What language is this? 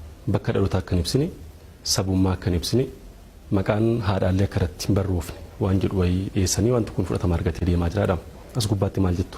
Oromo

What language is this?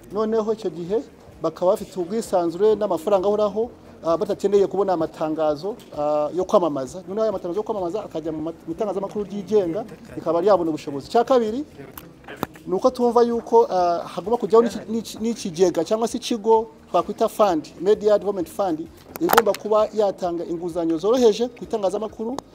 Kinyarwanda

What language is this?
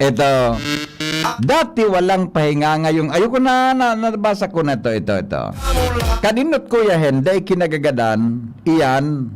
Bikol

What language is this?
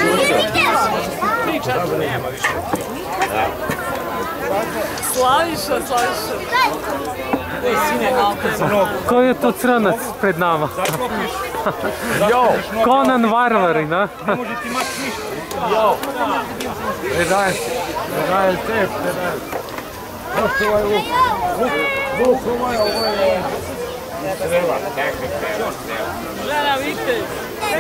Serbian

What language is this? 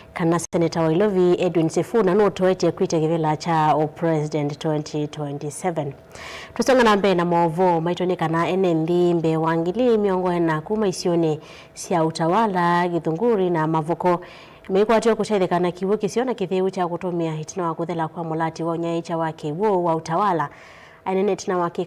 Kamba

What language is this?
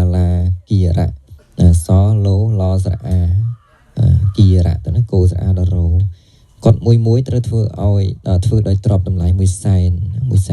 Khmer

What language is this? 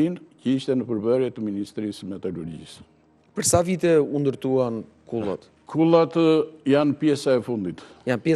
Albanian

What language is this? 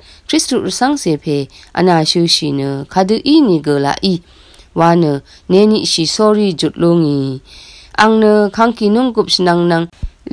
Rawang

